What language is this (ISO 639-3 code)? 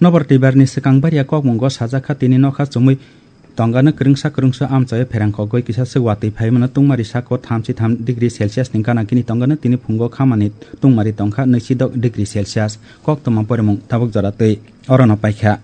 trp